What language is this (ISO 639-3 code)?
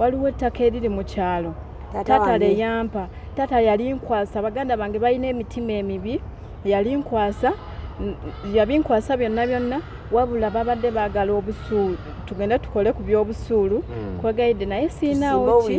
lug